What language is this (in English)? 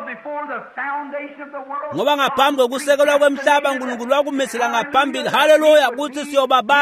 Swati